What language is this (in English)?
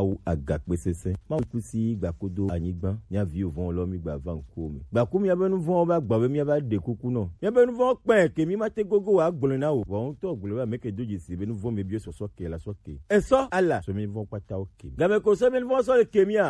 Gen